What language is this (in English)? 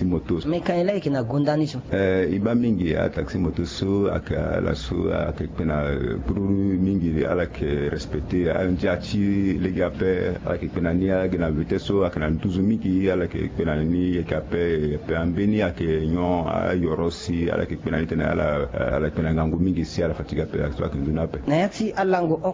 Sango